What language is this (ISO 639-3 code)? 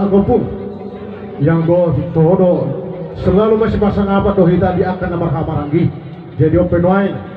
bbc